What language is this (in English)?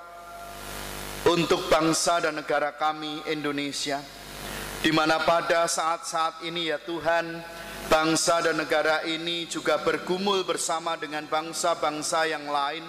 Indonesian